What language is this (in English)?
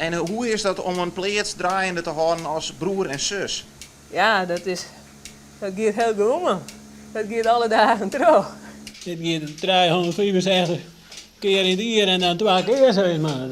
Western Frisian